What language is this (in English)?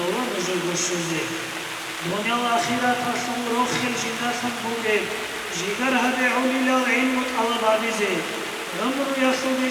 Avaric